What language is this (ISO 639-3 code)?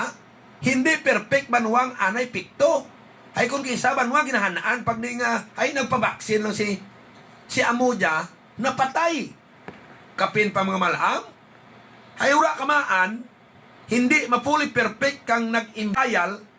hil